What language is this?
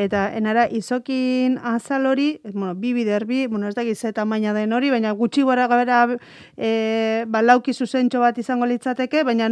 Basque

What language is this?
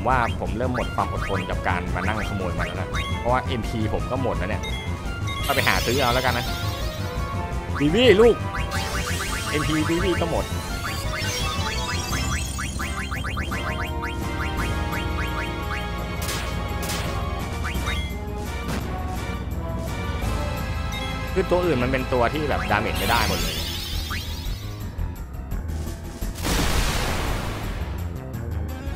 Thai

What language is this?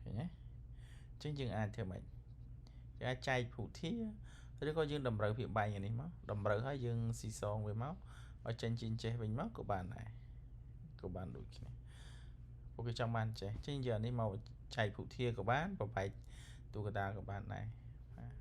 Khmer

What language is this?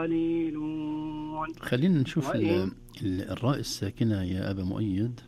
Najdi Arabic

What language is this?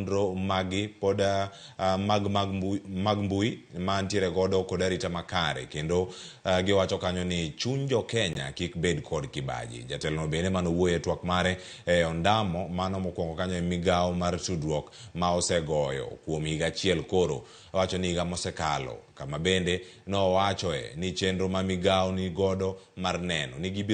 Luo (Kenya and Tanzania)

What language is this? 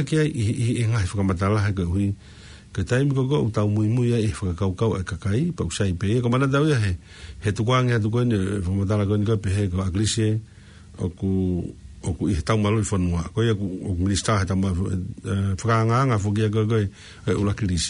Tongan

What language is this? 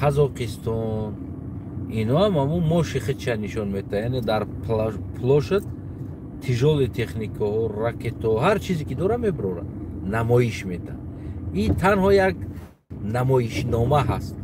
Tajik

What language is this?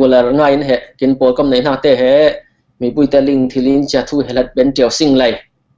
Falam Chin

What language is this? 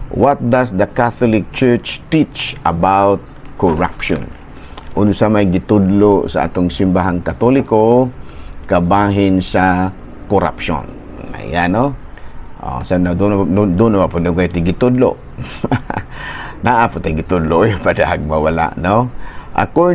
Cebuano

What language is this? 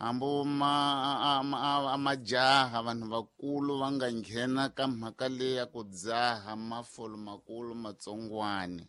Tsonga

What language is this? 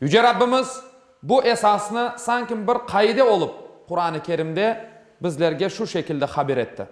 Crimean Tatar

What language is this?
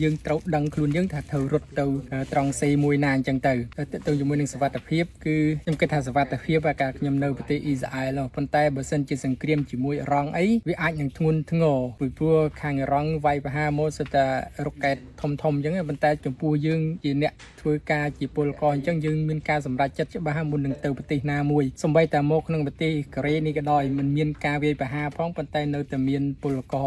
Khmer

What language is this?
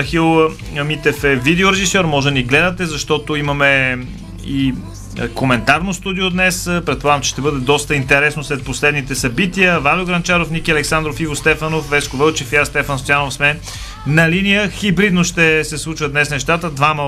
Bulgarian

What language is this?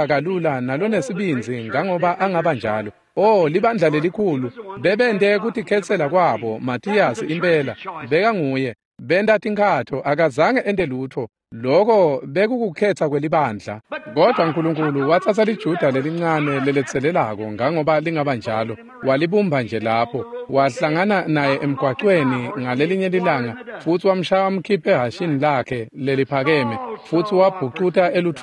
Swati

